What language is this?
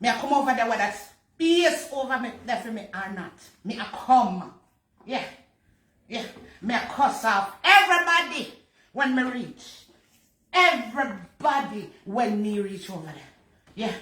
Jamaican Creole English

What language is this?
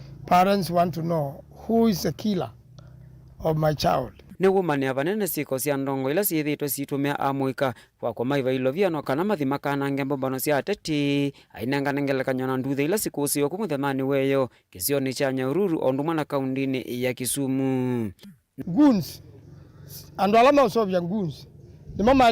Kamba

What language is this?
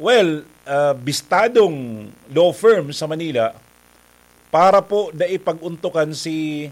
Bikol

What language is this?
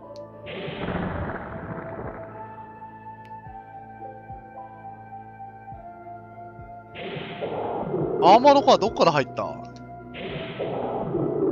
Japanese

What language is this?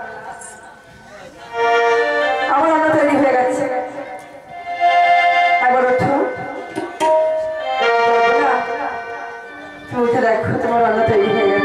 Bangla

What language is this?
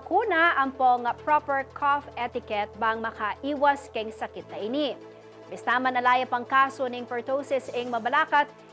Pampanga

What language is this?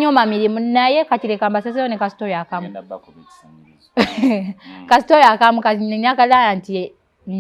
Ganda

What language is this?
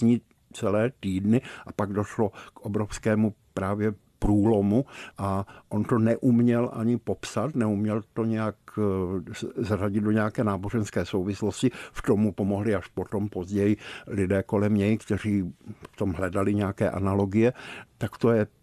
Czech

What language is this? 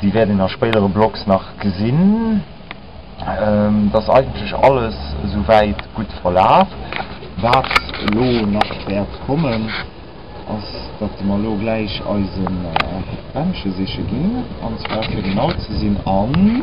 Luxembourgish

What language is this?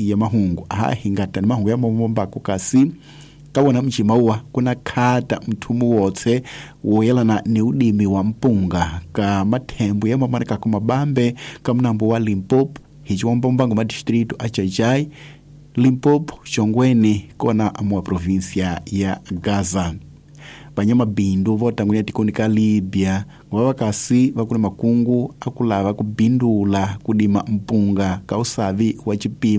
Tsonga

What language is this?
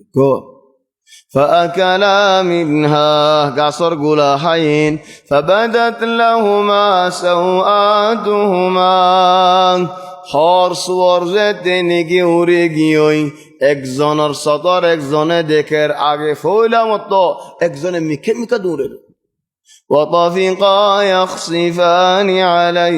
Rohingya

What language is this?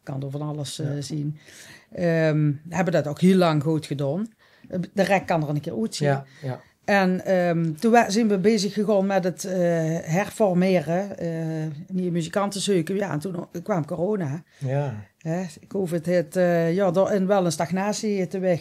Limburgish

